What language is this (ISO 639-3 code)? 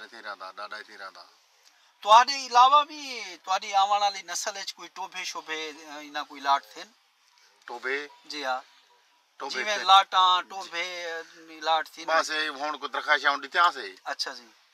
skr